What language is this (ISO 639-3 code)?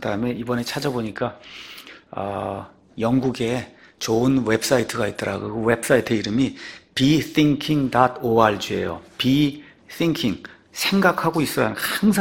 kor